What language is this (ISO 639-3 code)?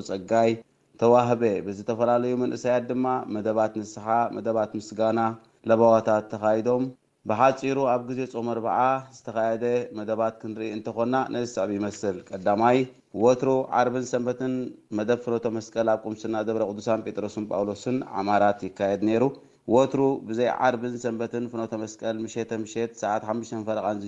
tir